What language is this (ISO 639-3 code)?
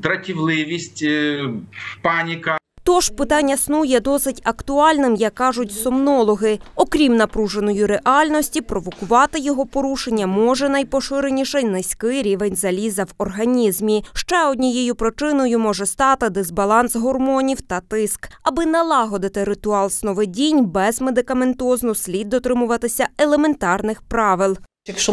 ukr